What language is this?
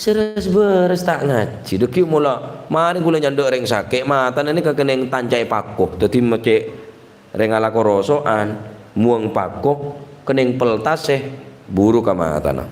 Madurese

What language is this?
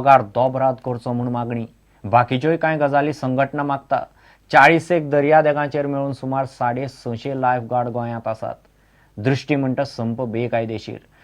Konkani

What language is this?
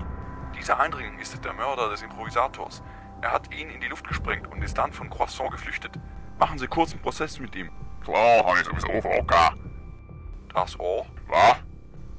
Swiss German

